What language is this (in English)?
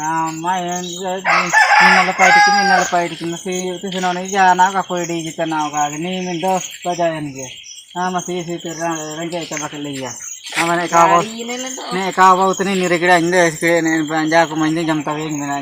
Ho